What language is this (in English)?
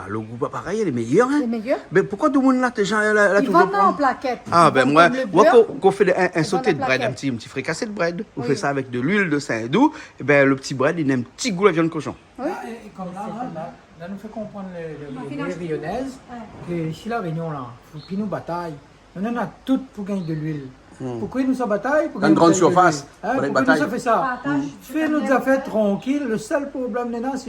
Réunion Creole French